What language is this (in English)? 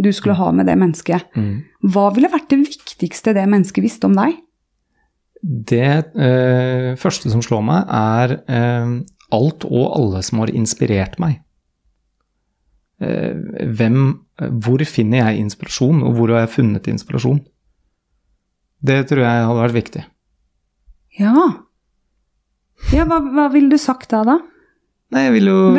Norwegian